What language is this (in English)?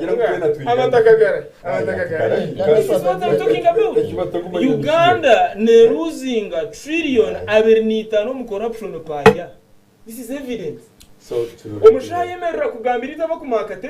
Nyankole